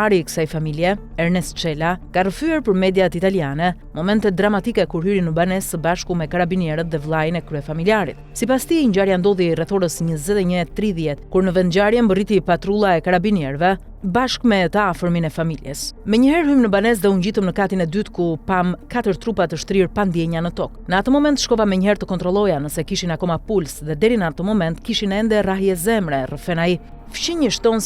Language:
Albanian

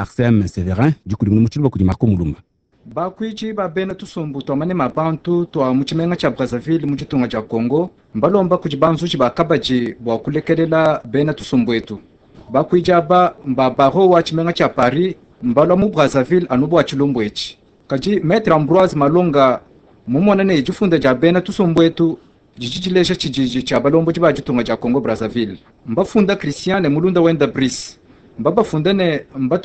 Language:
Luba-Lulua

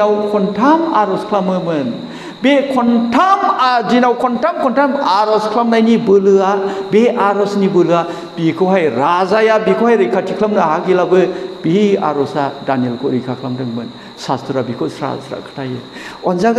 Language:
Bodo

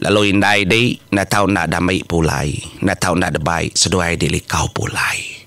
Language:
Iban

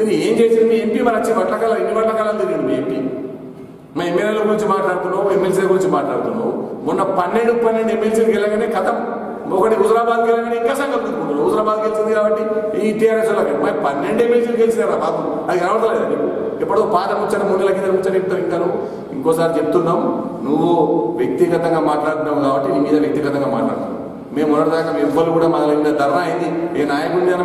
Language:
Telugu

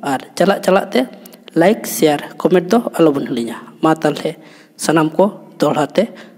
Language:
Santali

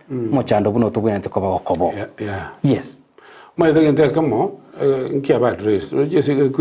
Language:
Gusii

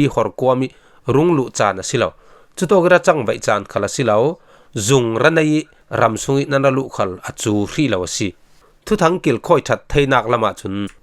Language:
Falam Chin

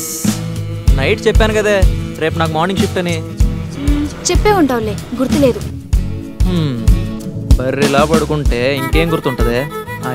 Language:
Telugu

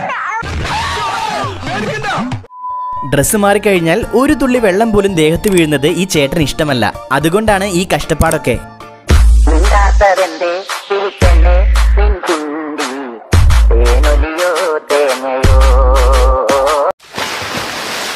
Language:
Malayalam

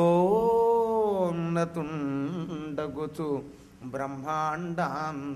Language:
Telugu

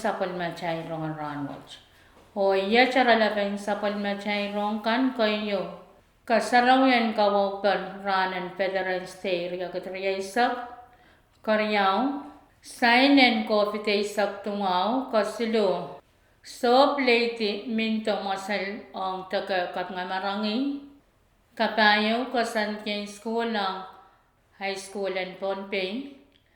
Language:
Pohnpeian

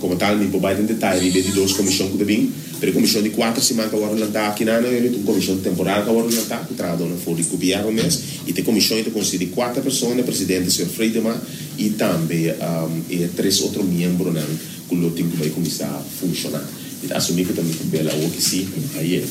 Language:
Papiamento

